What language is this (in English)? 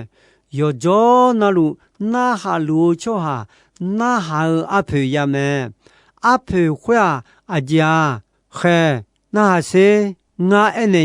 Akha